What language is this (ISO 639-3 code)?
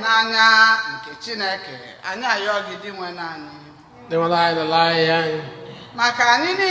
ibo